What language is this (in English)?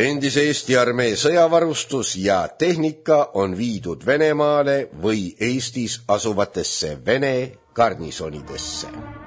Estonian